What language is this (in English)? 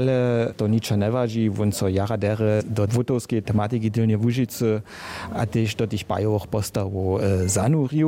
Upper Sorbian